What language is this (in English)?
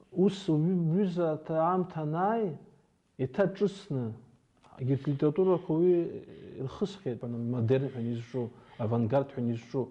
Abkhazian